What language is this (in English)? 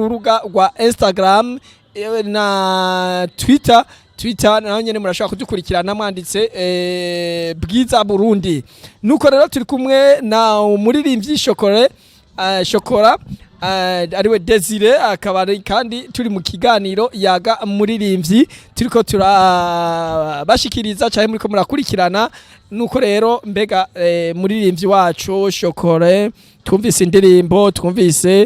Rundi